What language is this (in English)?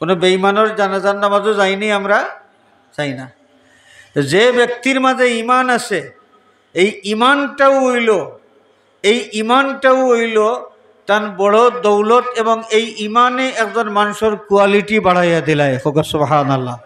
Sylheti